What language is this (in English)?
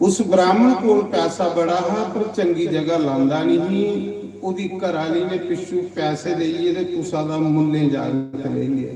Dogri